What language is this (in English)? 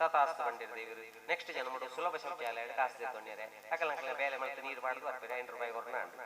Tulu